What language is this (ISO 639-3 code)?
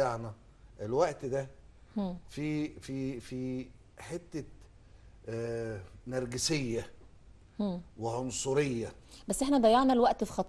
arz